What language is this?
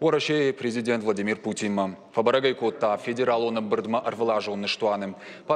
Ossetic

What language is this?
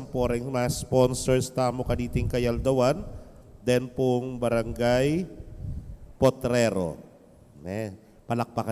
Pampanga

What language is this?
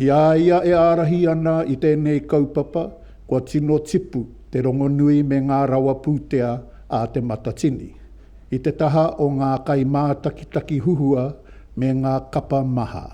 Māori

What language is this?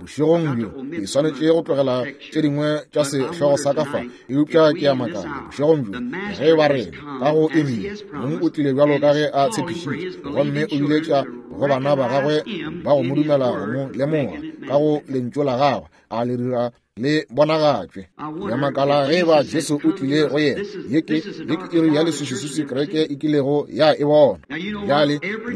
Northern Sotho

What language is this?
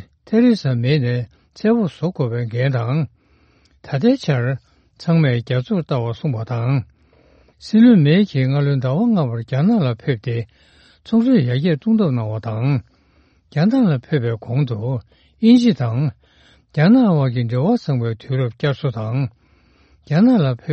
Tibetan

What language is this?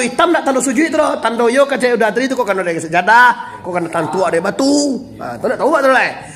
Minangkabau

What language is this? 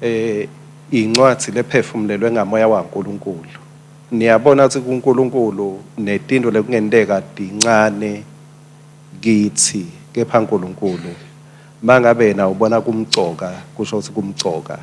Swati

